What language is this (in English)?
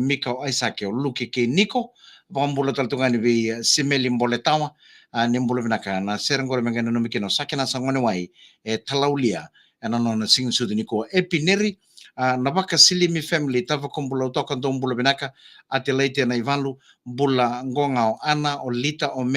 Fijian